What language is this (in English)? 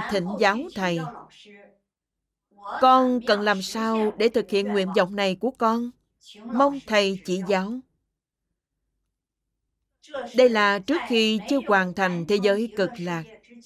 Vietnamese